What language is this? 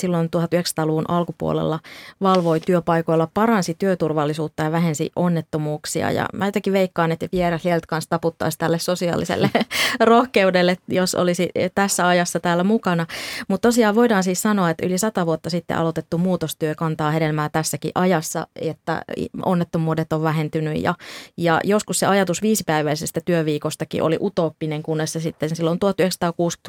Finnish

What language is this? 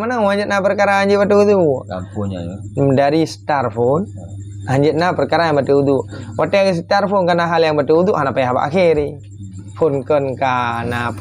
Achinese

